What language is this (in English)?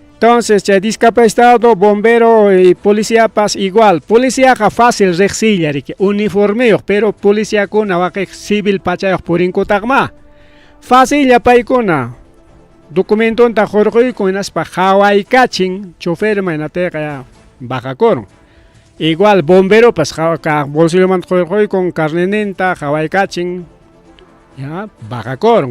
Ayacucho Quechua